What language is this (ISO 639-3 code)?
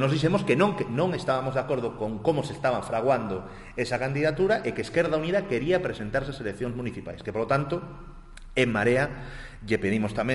glg